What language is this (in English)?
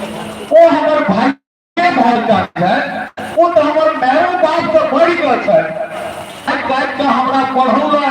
Maithili